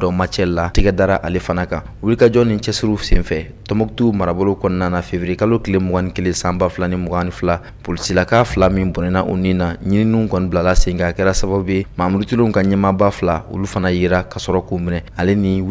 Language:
Bambara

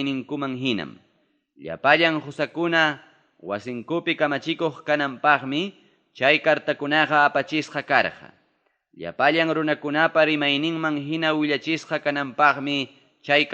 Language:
Ayacucho Quechua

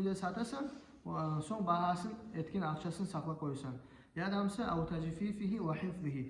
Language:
Kumyk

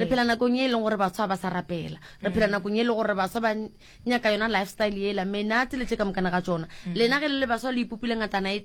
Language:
Northern Sotho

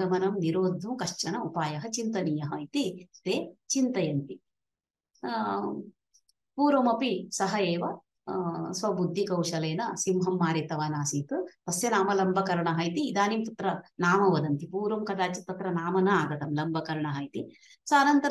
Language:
Sanskrit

